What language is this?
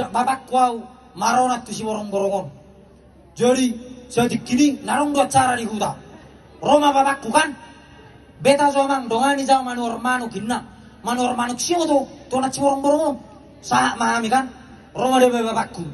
Batak Toba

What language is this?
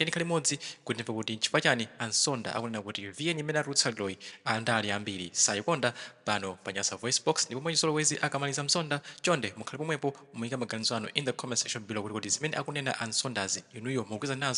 Nyanja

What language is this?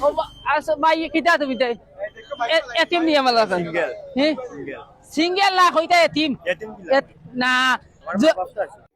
Sylheti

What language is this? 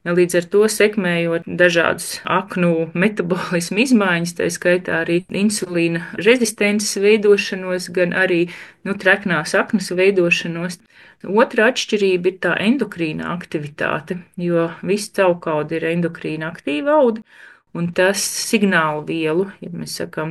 Latvian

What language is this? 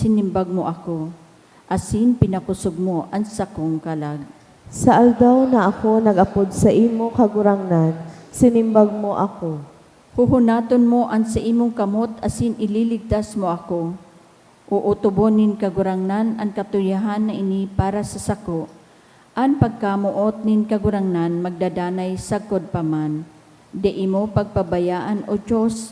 Bikol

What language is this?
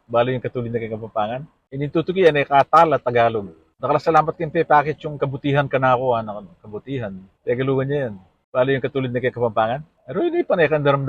Pampanga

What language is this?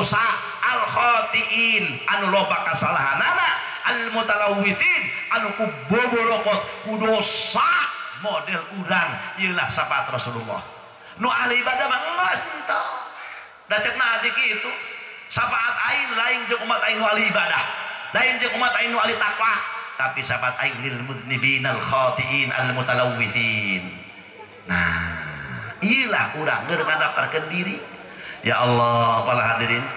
Sundanese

